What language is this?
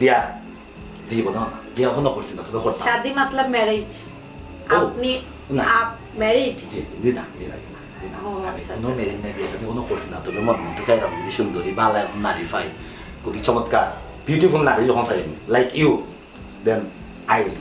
Sylheti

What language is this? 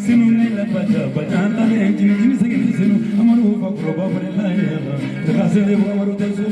Bambara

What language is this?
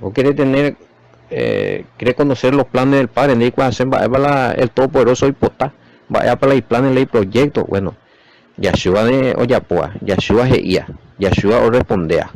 Guarani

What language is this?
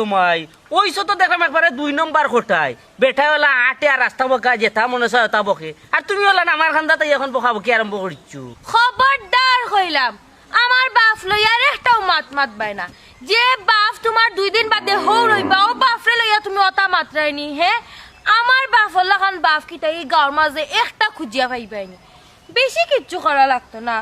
Sylheti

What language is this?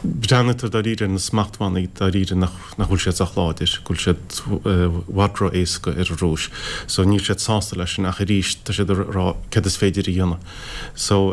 Irish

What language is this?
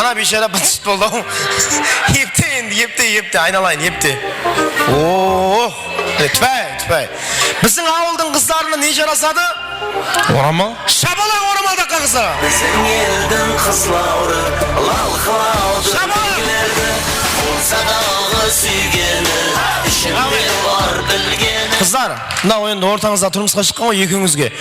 Kara-Kalpak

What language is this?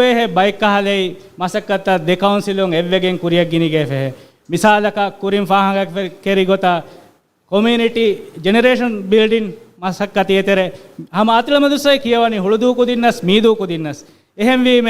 Divehi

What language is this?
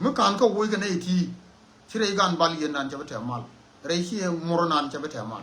Nuer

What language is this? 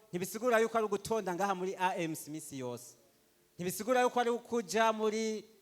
Rundi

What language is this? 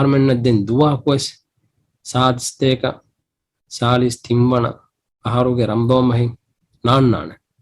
Divehi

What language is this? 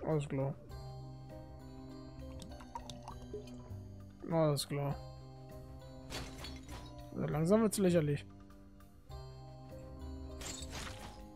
German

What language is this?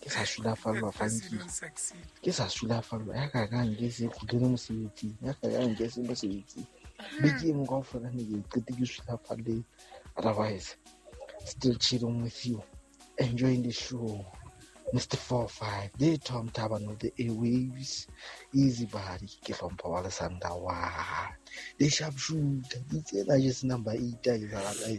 Southern Sotho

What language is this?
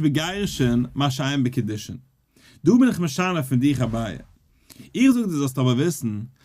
Yiddish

